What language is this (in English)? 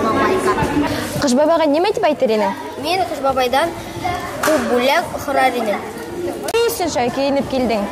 Bashkir